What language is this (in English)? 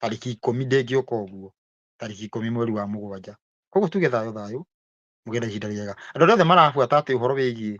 Kikuyu